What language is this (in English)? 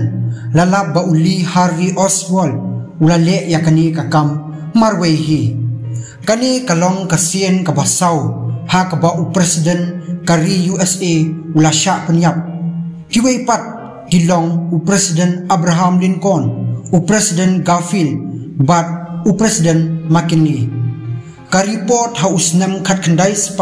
Khasi